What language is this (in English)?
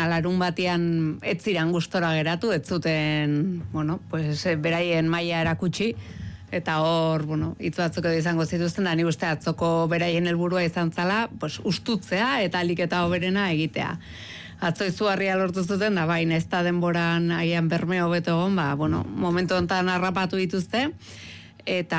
Basque